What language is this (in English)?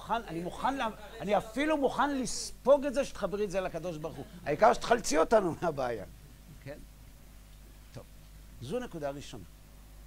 Hebrew